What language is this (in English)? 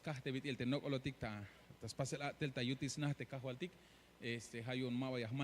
Tzeltal